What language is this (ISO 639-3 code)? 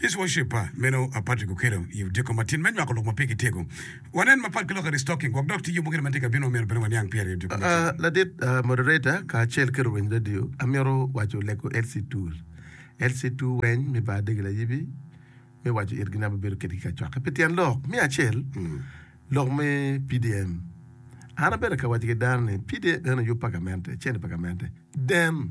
ach